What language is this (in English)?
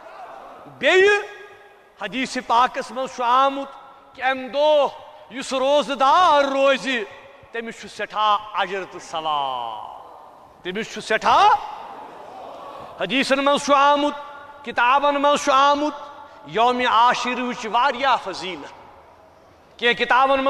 Kashmiri